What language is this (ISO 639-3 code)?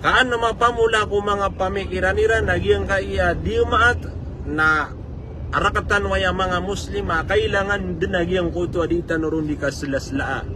mrw